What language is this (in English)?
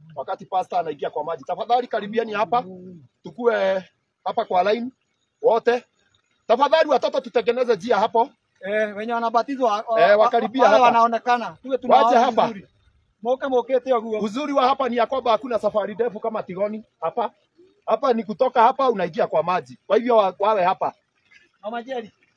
Swahili